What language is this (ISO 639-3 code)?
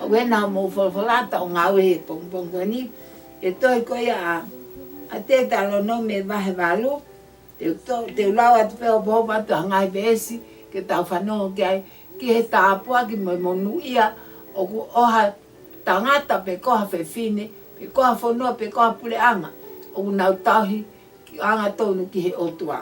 ton